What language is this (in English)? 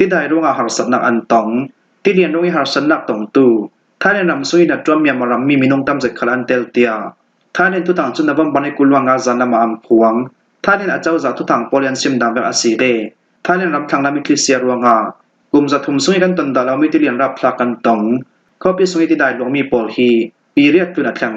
Falam Chin